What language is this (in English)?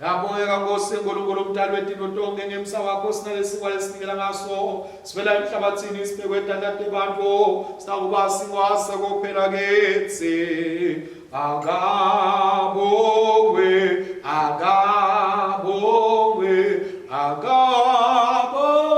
Swati